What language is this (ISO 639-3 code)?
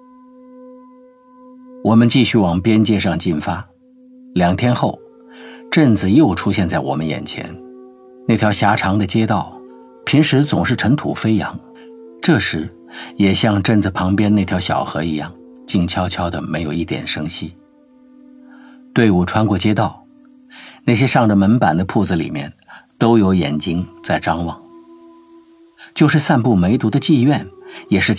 zho